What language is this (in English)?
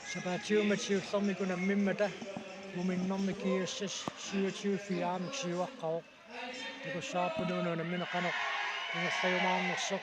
Kalaallisut